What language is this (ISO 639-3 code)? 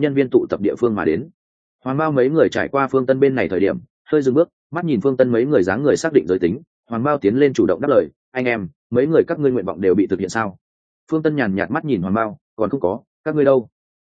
vie